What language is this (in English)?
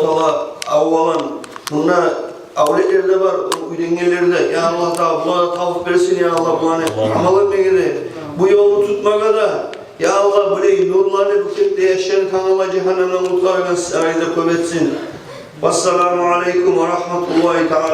Kumyk